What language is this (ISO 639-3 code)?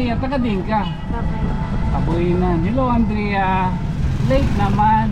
war